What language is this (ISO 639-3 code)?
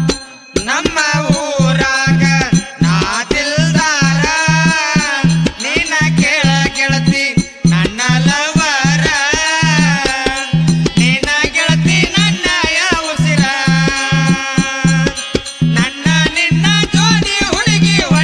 kan